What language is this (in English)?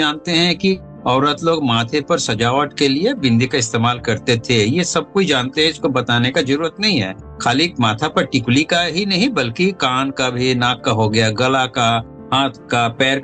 Hindi